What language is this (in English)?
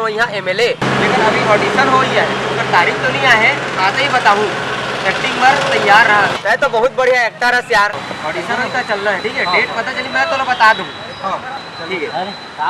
Chhattisgarhi